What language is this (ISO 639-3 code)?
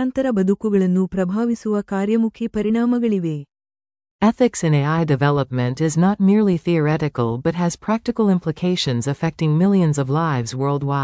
kan